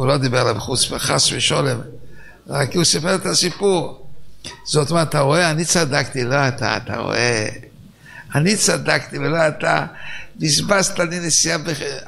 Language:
Hebrew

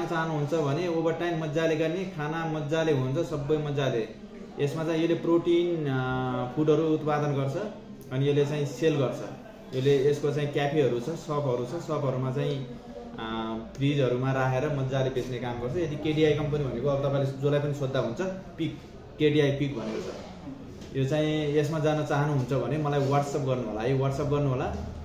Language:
Nepali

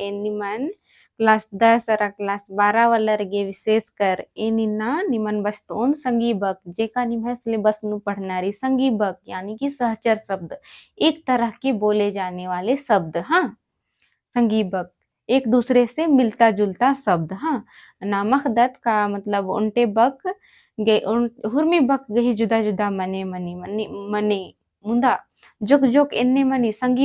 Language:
Kurukh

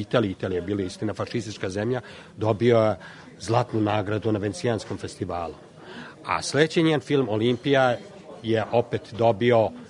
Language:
Serbian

